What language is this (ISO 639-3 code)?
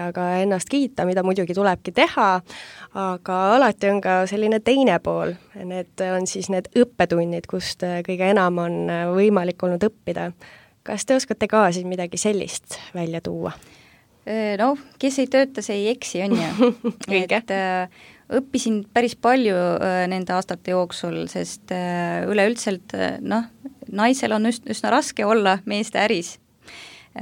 est